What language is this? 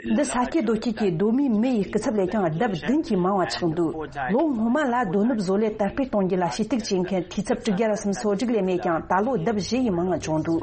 Tibetan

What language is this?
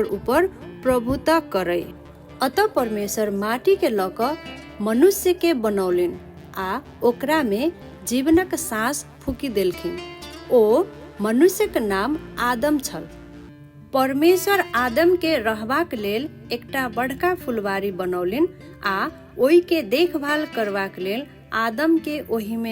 Maithili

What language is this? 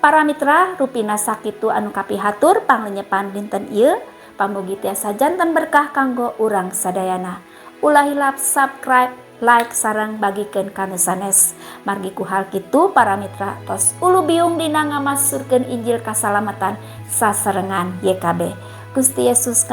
Sundanese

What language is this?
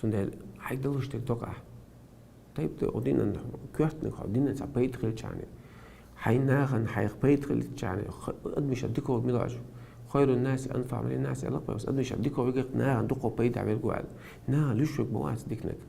Chechen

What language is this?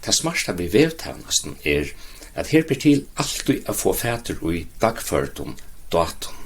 Faroese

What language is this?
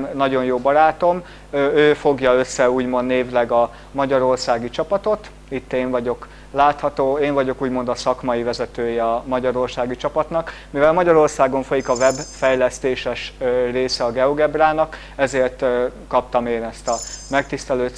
Hungarian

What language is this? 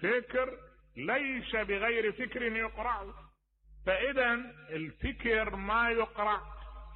Mesopotamian Arabic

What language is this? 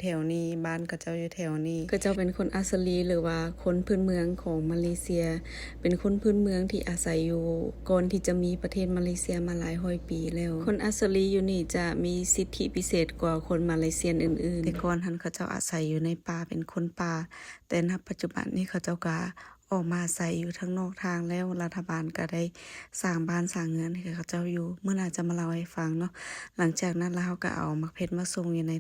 Lao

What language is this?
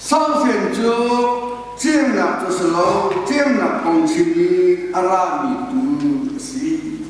Hakha Chin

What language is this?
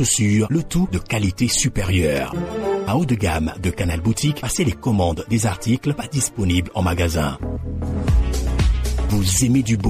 French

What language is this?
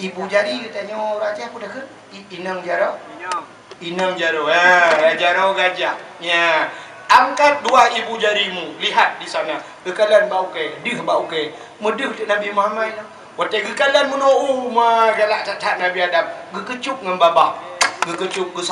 Achinese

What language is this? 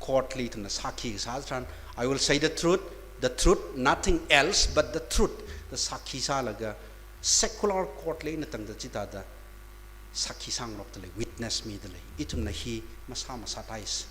Tangkhul Naga (India)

